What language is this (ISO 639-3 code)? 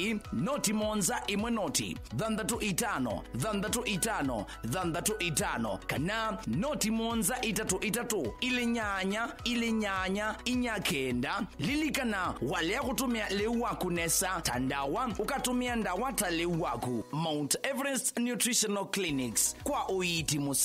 kam